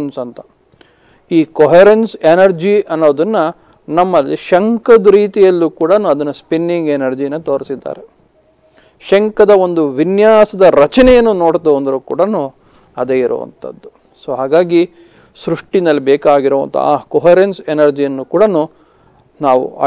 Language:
Kannada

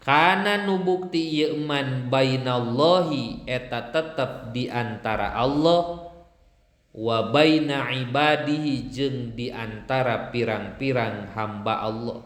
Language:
Sundanese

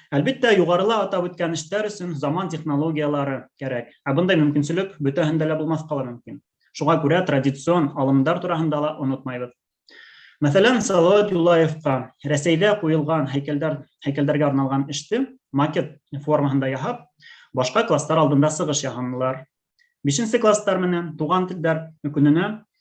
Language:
Bashkir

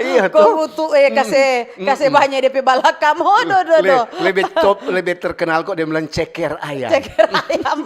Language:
Manado Malay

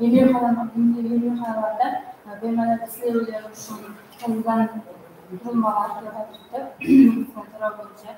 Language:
Kara-Kalpak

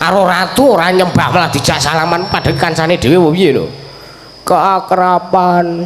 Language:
Javanese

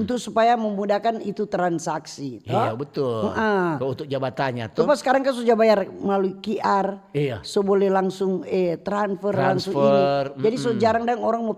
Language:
Manado Malay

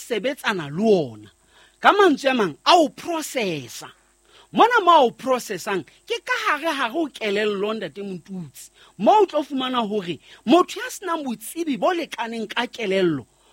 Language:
Southern Sotho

